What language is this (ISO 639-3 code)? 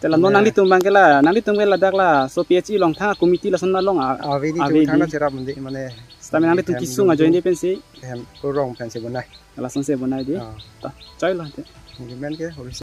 mjw